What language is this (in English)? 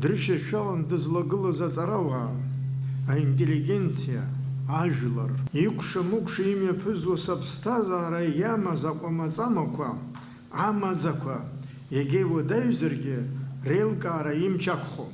Abkhazian